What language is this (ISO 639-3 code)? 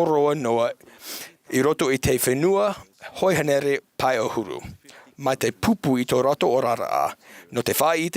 tah